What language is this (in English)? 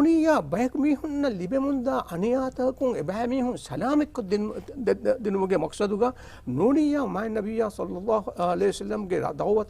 Divehi